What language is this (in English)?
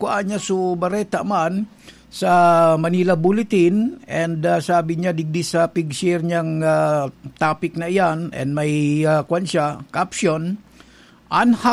Bikol